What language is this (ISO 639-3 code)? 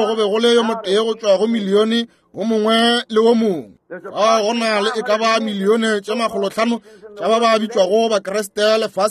nso